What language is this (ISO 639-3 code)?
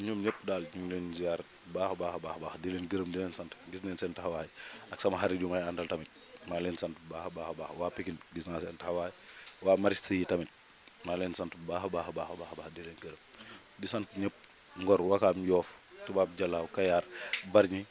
wol